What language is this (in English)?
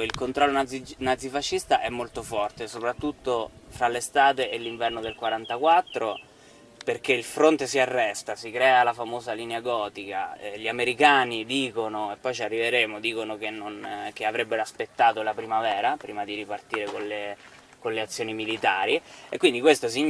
Italian